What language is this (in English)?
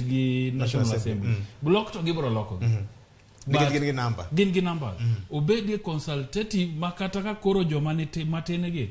Luo (Kenya and Tanzania)